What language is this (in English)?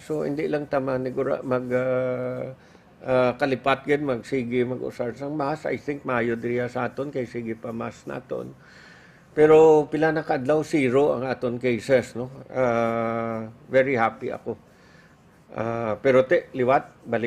Hiligaynon